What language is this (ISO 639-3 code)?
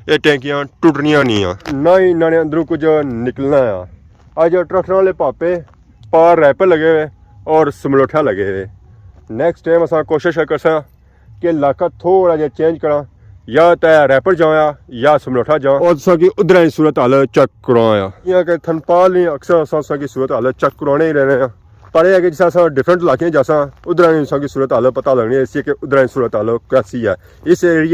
phr